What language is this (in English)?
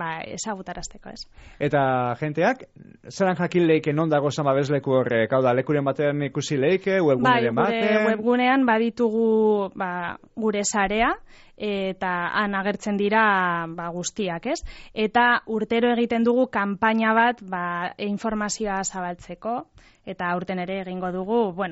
Basque